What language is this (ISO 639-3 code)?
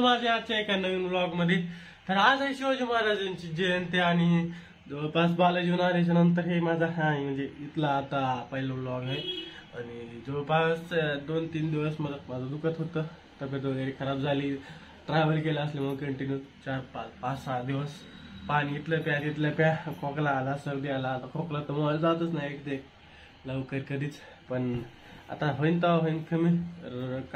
mar